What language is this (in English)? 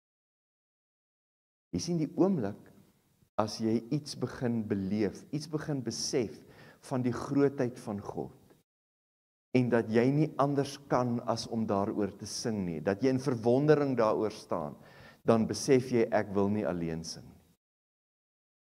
Afrikaans